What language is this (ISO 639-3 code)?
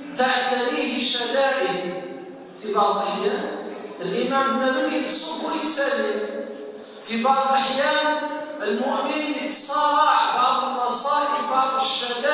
kab